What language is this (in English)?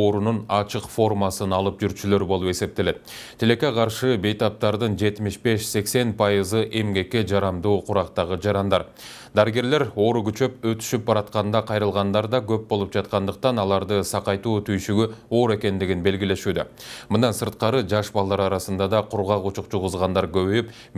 Kyrgyz